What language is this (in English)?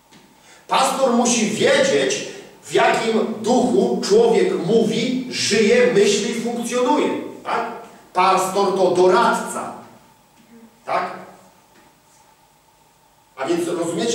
Polish